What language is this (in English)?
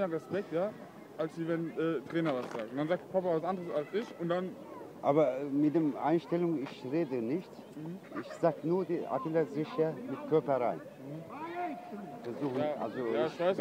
German